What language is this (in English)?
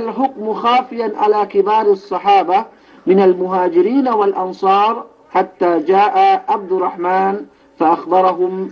Yakan